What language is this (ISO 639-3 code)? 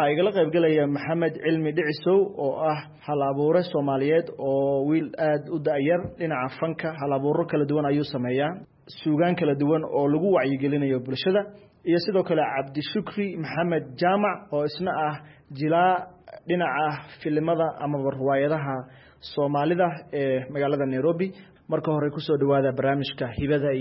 som